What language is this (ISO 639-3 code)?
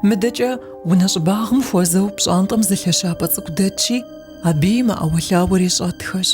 kbd